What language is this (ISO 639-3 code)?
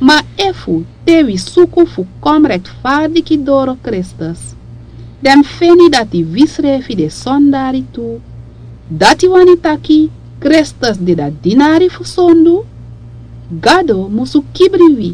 srn